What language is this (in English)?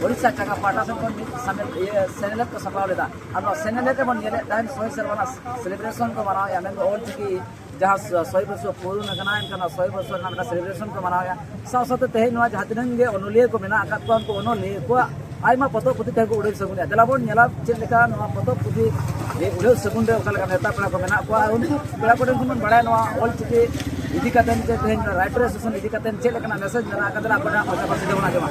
Santali